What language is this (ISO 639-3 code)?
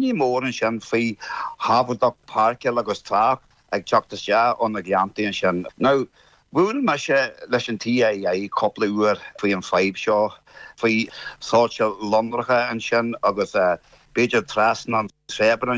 gle